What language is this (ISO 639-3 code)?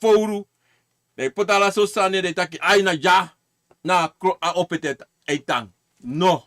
srn